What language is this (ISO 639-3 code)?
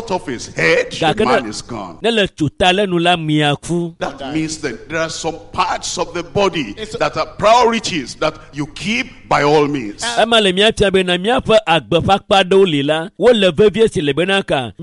ewe